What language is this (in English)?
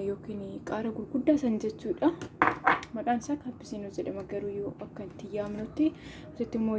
Oromo